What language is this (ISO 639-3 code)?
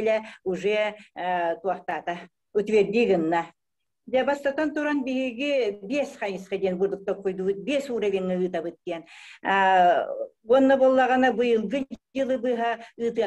sah